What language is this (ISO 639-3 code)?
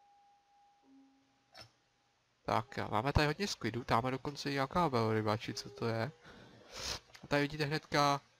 ces